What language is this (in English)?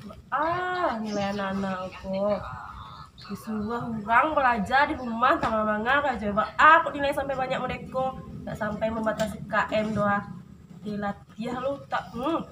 Minangkabau